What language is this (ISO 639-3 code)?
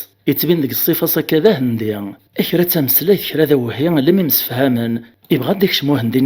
kab